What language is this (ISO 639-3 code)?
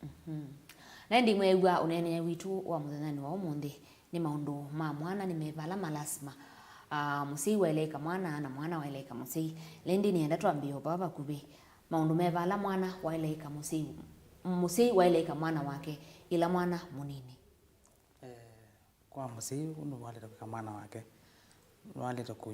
kam